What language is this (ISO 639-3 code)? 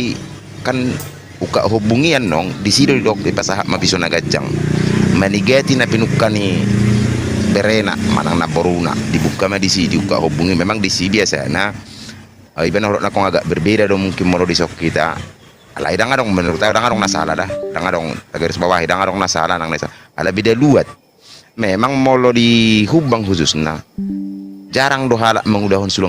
bbc